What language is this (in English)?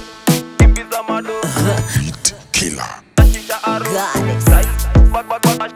Swahili